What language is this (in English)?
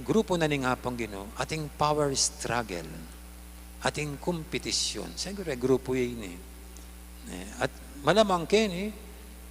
Pampanga